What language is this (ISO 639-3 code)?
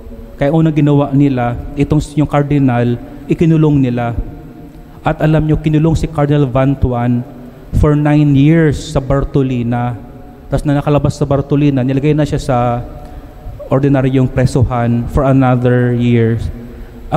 fil